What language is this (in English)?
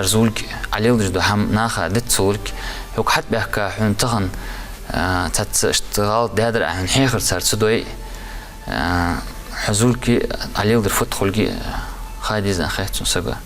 Ingush